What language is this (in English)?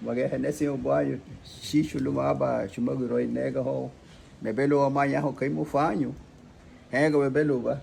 Garifuna